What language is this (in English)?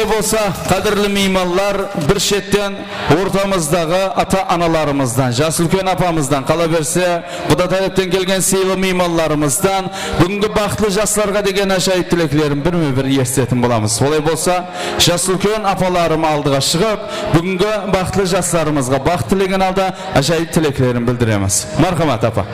Kara-Kalpak